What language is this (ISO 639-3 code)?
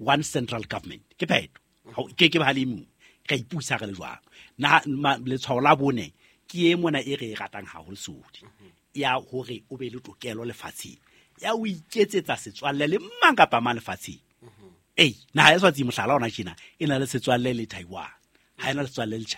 sot